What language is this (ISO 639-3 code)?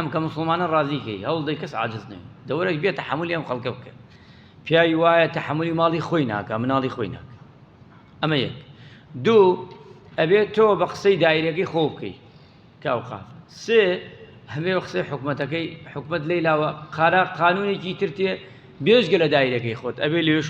ckb